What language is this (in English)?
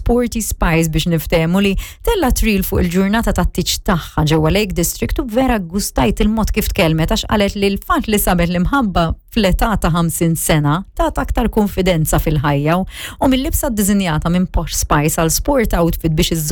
Maltese